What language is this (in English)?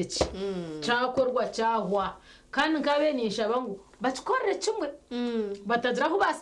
Nyankole